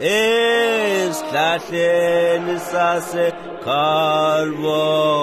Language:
Swati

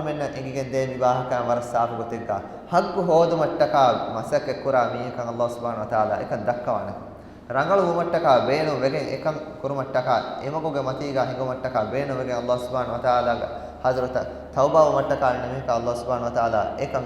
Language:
Divehi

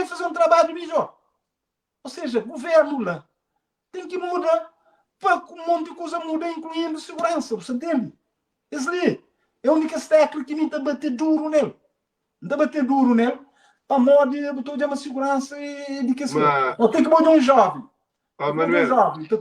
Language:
Kabuverdianu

